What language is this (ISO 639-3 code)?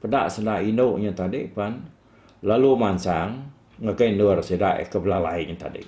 iba